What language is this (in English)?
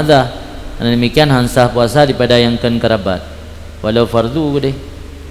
Achinese